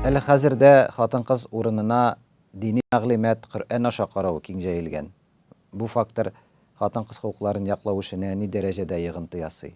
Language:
Tatar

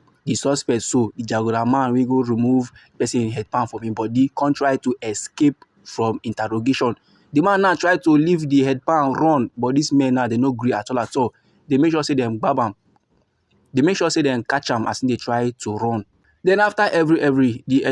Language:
Nigerian Pidgin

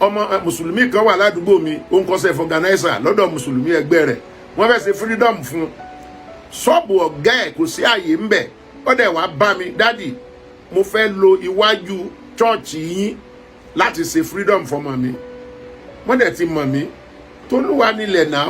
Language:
Yoruba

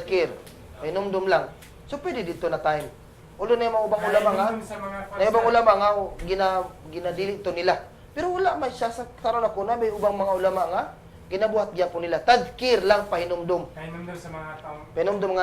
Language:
Cebuano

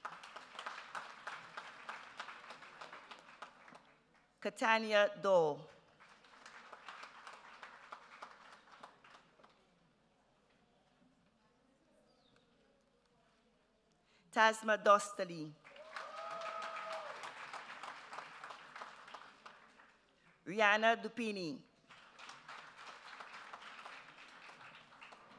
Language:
English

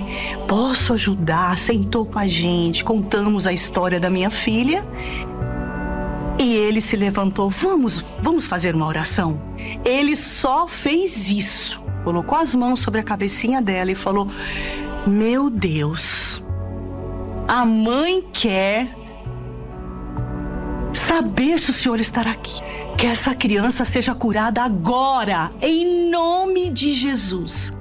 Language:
Portuguese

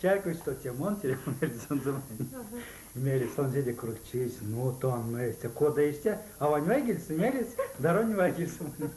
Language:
Erzya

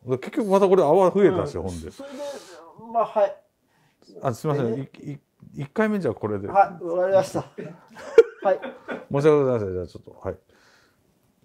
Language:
Japanese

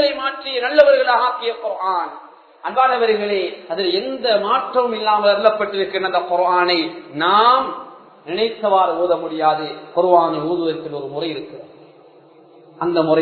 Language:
Tamil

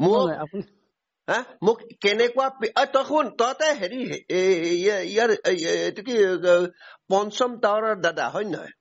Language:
Assamese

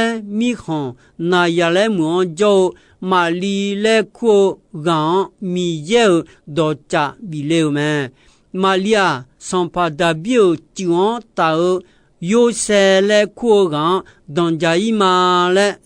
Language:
Akha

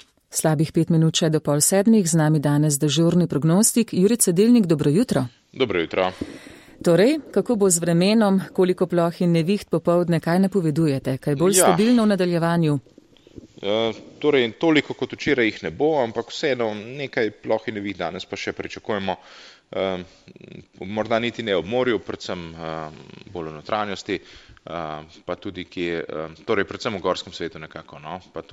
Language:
Slovenian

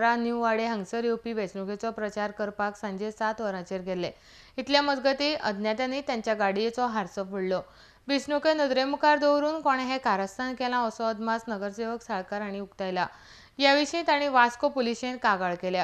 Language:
Konkani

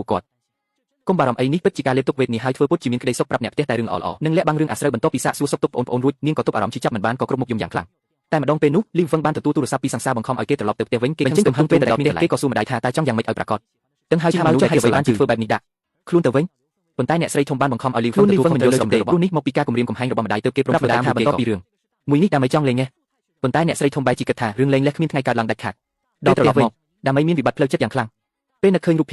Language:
Khmer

